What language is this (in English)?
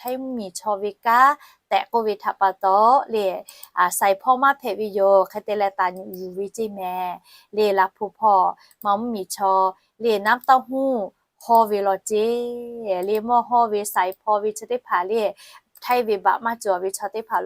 Lahu